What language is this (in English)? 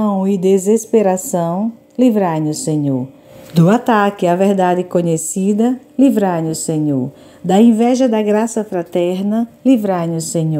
Portuguese